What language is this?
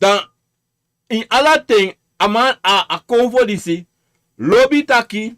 Sranan Tongo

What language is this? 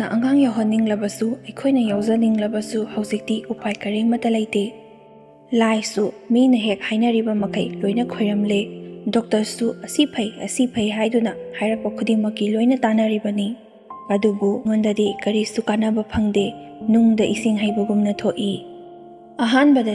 Manipuri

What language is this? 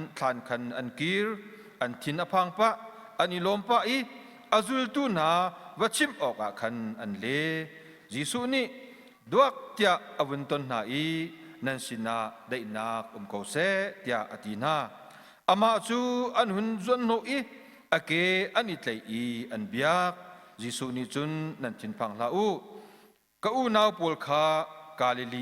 Hakha Chin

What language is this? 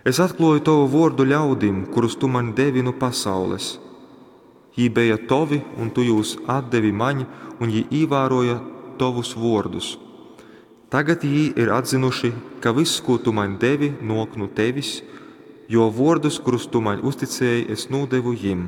Latgalian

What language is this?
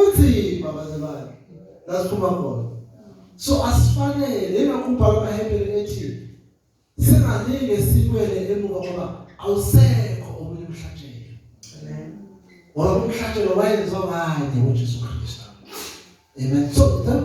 Zulu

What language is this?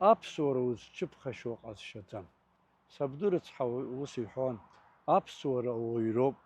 Abkhazian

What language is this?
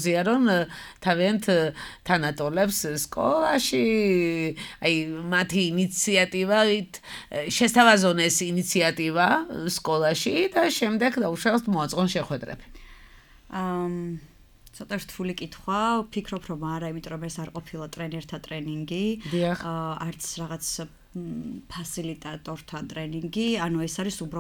Georgian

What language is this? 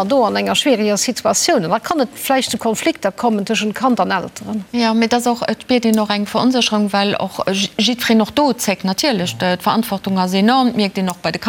Luxembourgish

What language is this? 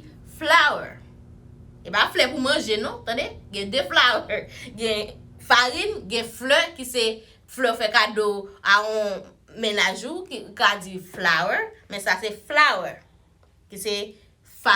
Haitian Creole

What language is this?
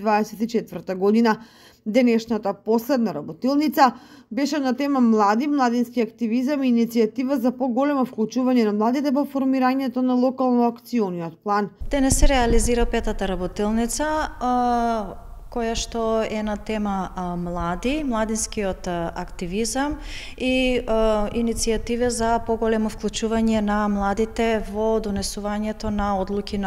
Macedonian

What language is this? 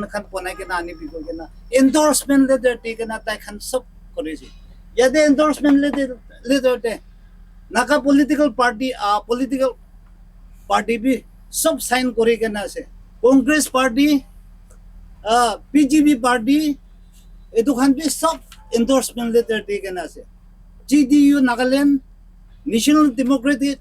Naga Pidgin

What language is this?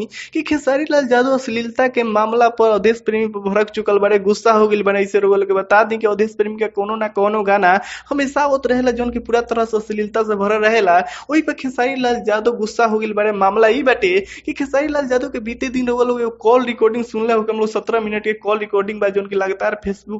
Bhojpuri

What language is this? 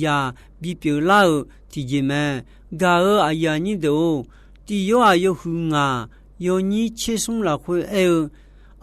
Akha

